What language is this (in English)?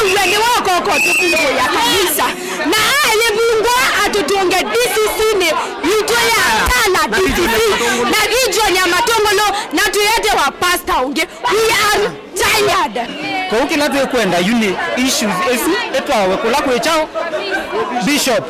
Kamba